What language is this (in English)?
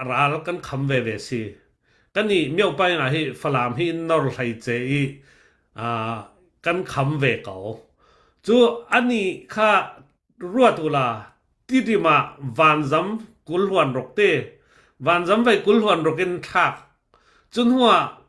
Falam Chin